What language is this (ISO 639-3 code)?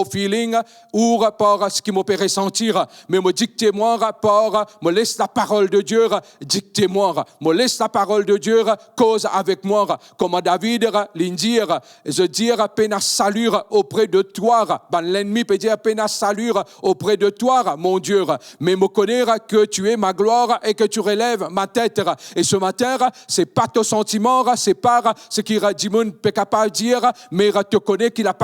mfe